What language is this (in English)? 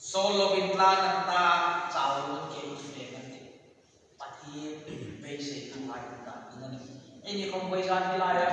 Hmar